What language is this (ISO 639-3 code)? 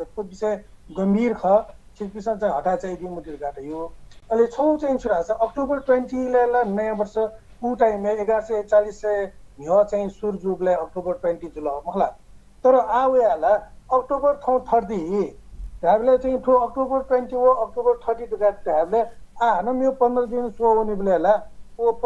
new